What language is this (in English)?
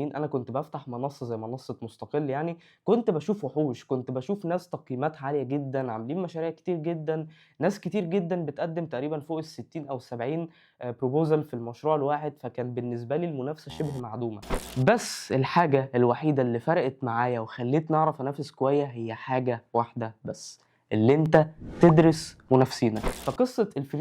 Egyptian Arabic